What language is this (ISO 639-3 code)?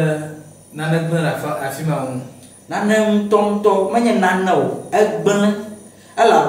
ewe